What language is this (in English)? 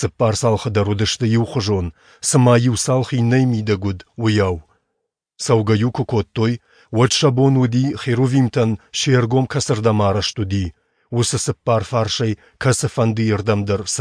Ossetic